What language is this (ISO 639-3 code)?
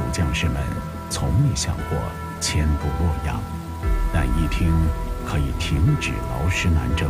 zho